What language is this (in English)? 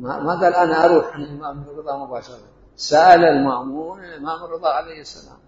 Mesopotamian Arabic